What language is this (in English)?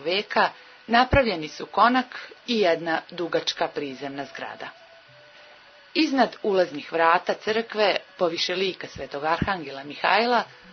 Serbian